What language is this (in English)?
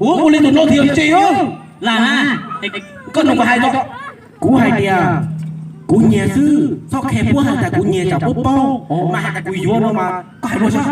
Hmong